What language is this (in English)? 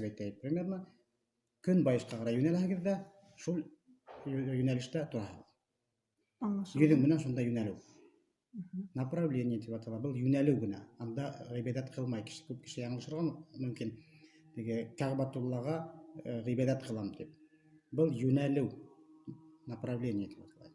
Bashkir